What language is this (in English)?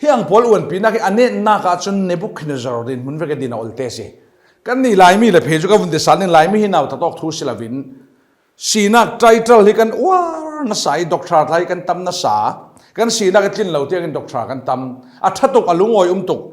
Falam Chin